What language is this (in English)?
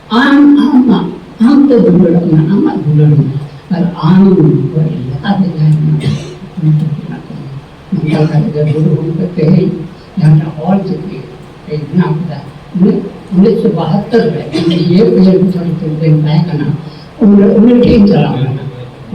Santali